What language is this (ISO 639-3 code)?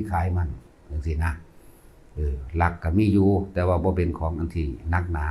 lao